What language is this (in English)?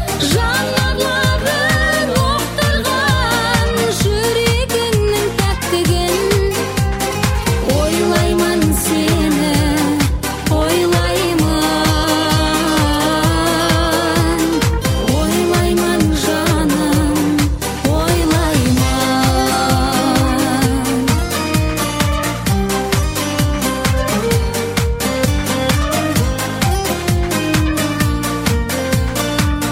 Kazakh